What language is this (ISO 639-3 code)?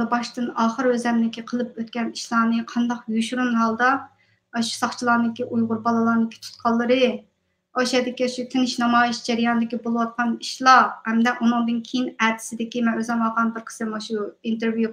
uig